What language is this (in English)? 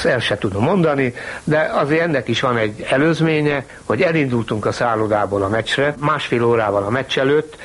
Hungarian